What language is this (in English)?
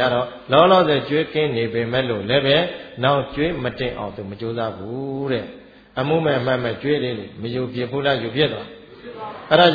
Burmese